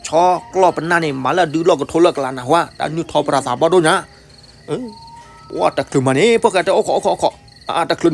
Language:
S'gaw Karen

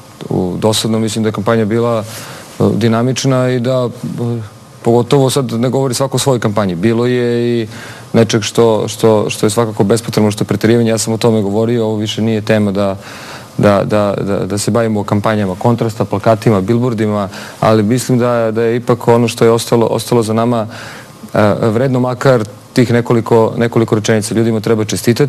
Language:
Serbian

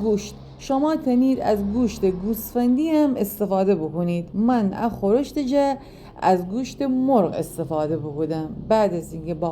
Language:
Gilaki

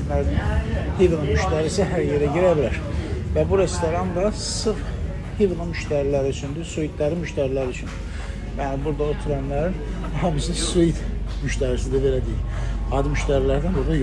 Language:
Azerbaijani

